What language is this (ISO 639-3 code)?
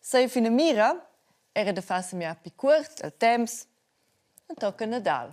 roh